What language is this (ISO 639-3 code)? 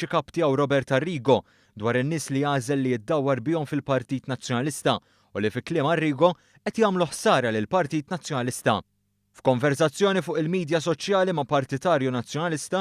mlt